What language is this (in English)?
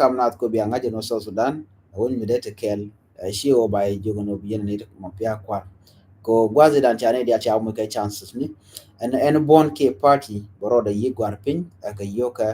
Nuer